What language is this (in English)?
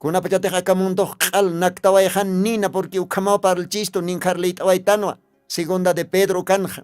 Aymara